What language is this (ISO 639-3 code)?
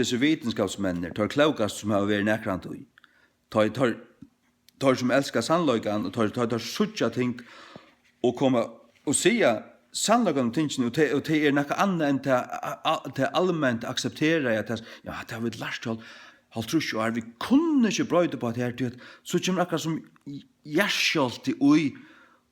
fao